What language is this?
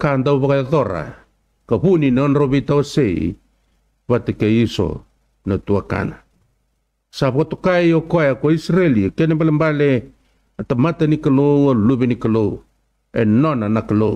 Fijian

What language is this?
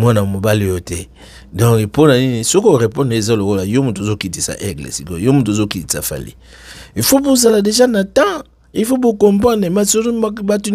Lingala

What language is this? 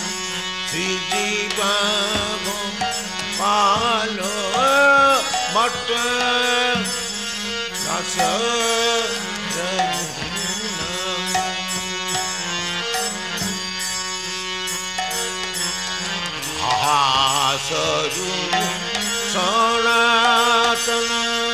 Italian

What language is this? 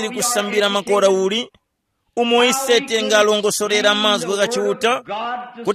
Tumbuka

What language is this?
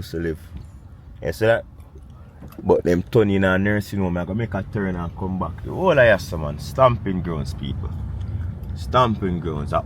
Jamaican Creole English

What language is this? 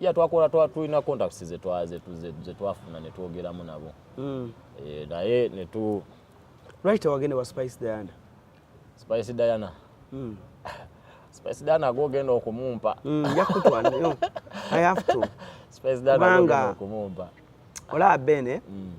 Ganda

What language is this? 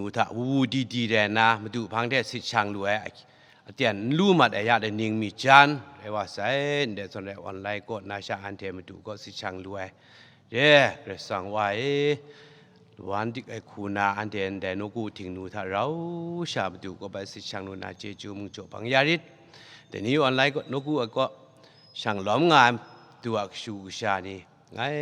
Kachin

